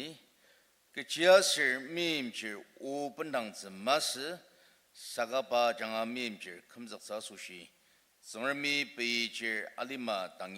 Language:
Ao Naga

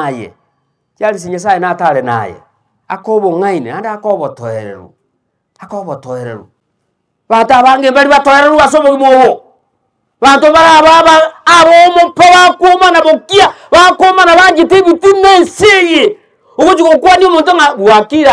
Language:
Gusii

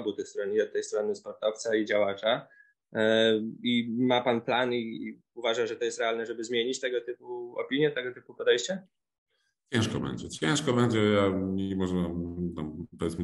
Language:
Polish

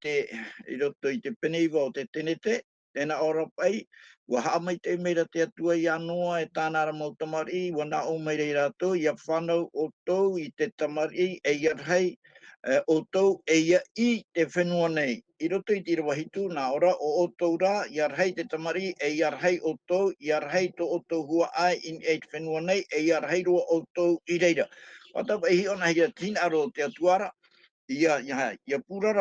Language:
Tahitian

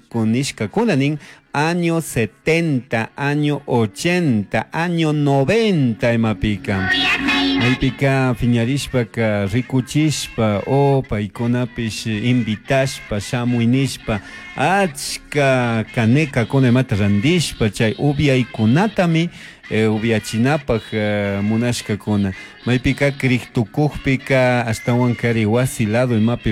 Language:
Chimborazo Highland Quichua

